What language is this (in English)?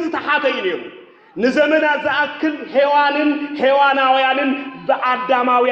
Tigrinya